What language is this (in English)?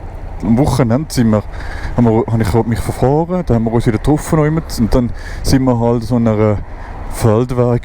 Swiss German